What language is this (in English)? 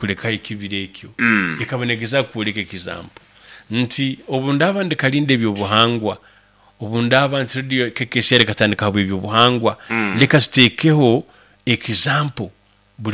Nyankole